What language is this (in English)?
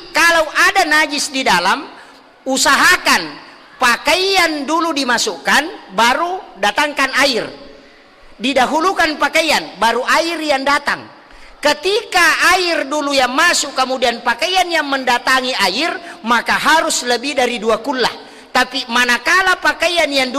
Buginese